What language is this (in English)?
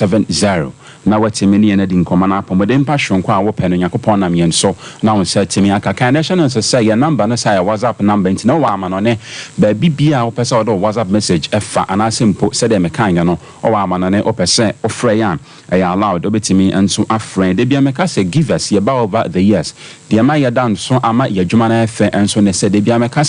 Akan